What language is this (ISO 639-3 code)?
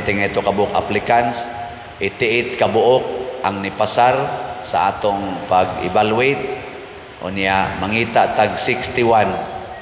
ceb